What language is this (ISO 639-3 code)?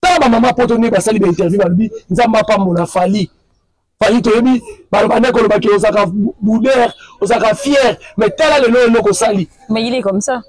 lin